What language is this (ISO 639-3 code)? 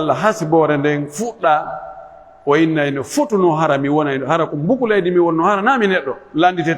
fuf